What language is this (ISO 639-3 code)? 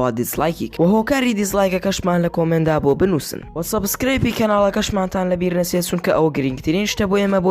ckb